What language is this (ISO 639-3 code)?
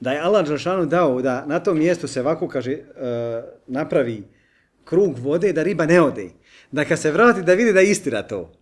bos